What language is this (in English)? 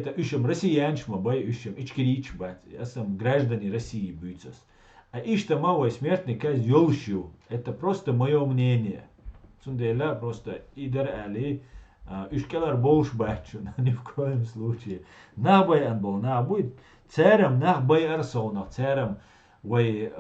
Chechen